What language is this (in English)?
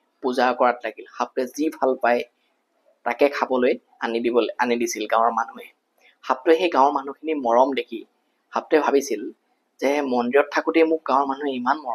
Assamese